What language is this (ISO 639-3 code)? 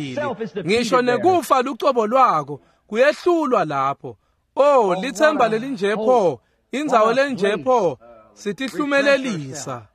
ssw